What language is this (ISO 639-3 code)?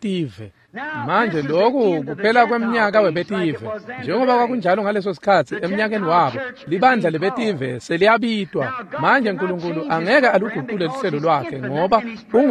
ssw